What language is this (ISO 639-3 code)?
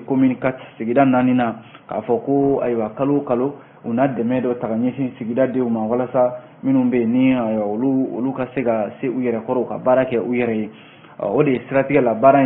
bam